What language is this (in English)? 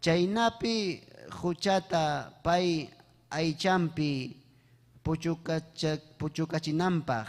Ayacucho Quechua